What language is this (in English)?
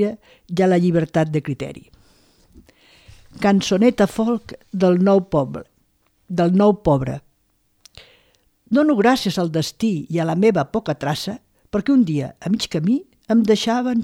Catalan